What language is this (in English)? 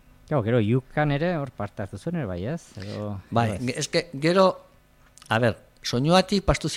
Basque